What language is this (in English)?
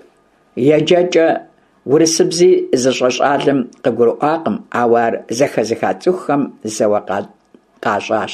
Kabardian